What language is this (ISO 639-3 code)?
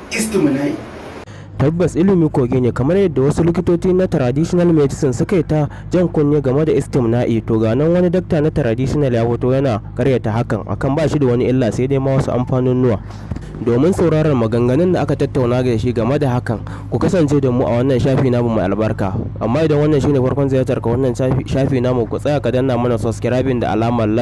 hau